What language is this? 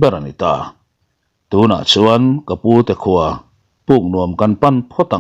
Mizo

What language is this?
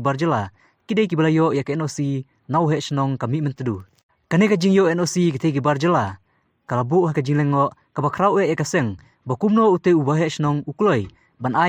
Khasi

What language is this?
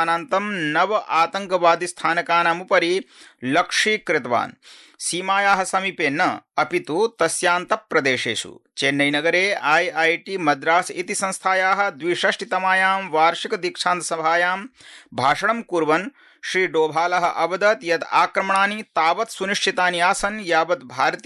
Sanskrit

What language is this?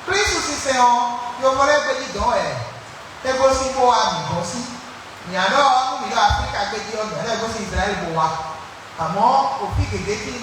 Fon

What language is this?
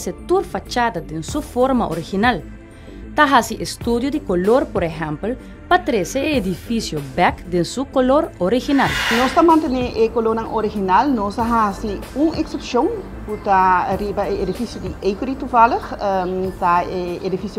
Papiamento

